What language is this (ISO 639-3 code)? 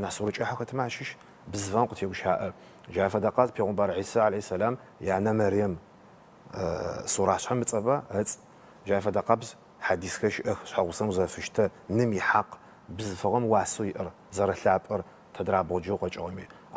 ady